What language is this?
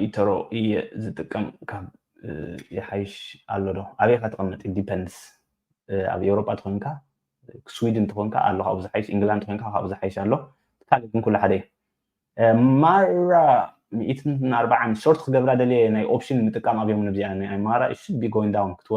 Tigrinya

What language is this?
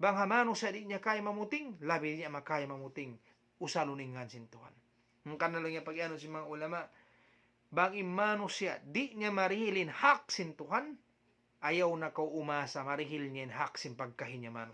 Tausug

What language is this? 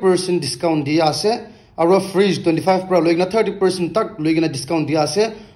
Naga Pidgin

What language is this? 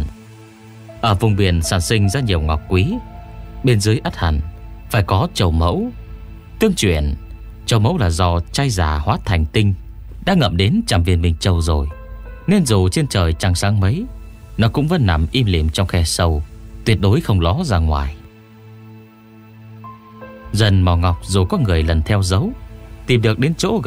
Vietnamese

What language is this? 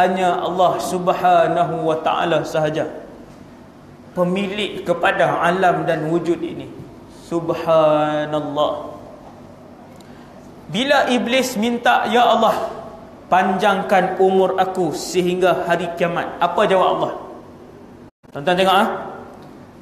Malay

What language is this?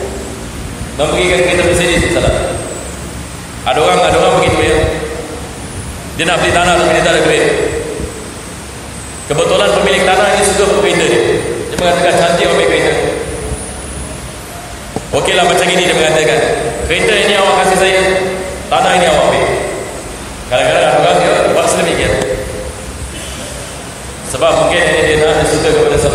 Malay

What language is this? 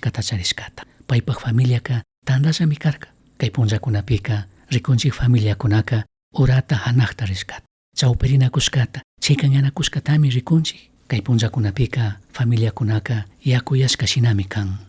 Chimborazo Highland Quichua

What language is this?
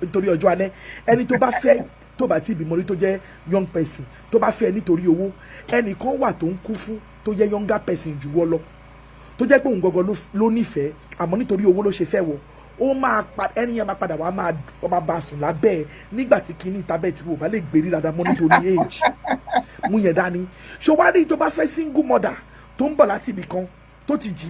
Yoruba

